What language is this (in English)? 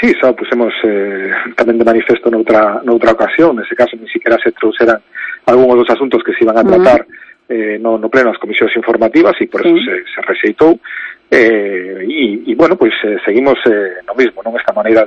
Galician